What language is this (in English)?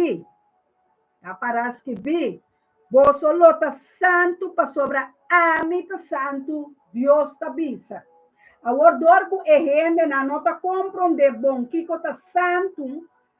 Papiamento